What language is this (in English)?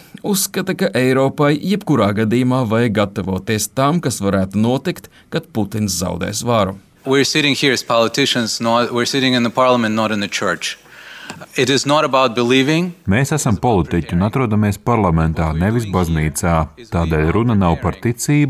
Latvian